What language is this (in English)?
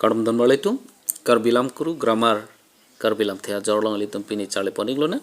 Karbi